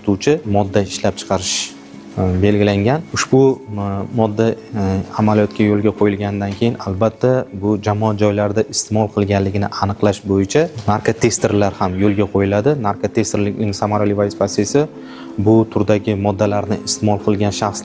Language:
Uzbek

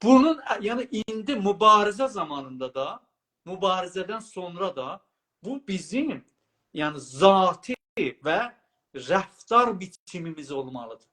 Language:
South Azerbaijani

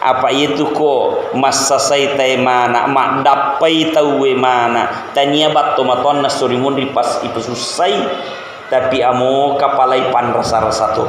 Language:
Buginese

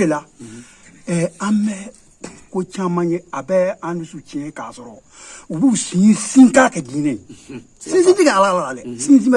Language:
Bambara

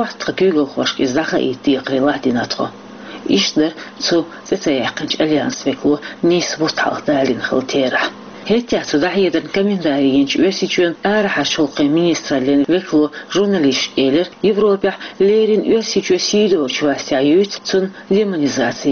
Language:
Chechen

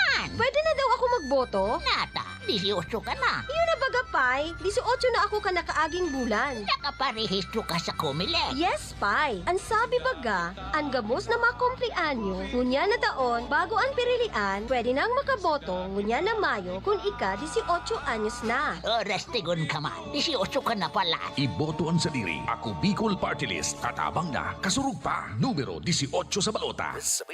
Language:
Bikol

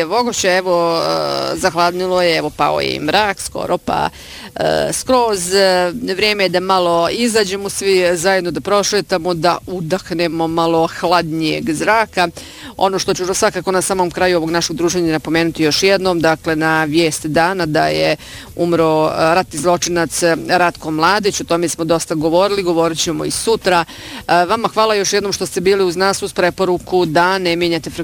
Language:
Bosnian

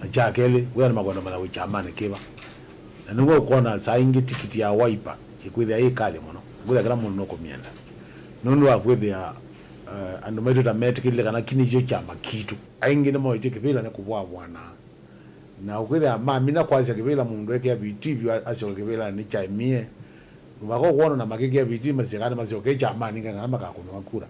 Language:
Kamba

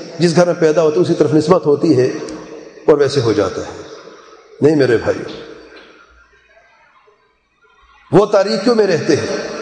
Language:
Urdu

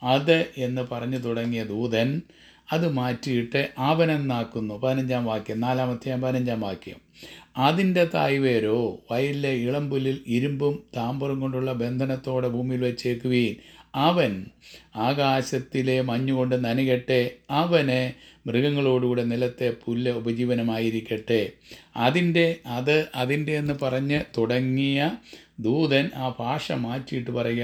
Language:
Malayalam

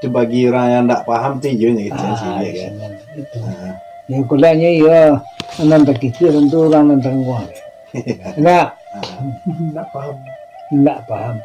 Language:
Minangkabau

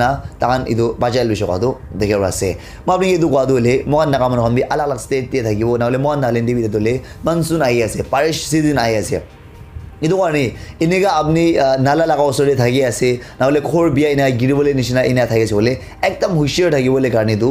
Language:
Naga Pidgin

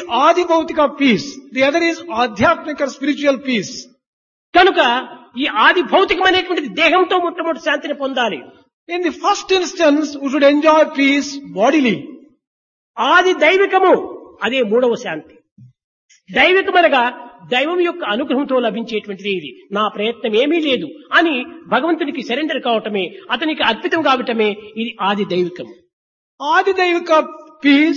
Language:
Telugu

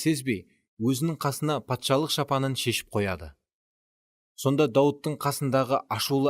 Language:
Kara-Kalpak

